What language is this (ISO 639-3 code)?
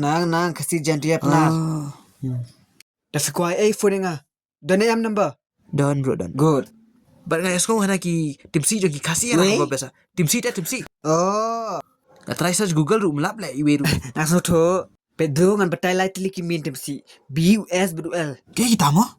kha